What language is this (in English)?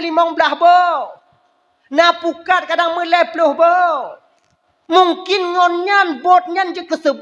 Achinese